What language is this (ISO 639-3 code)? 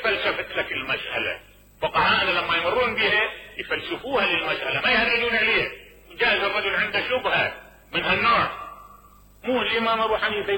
acm